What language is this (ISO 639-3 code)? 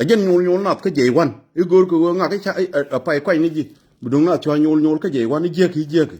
nus